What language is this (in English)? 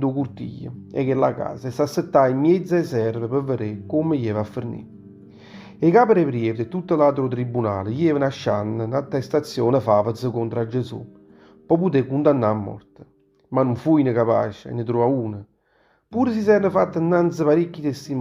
Neapolitan